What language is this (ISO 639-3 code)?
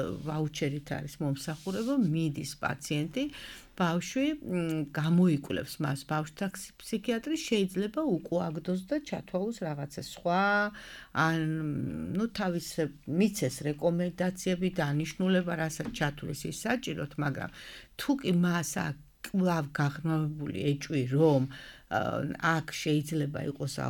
kat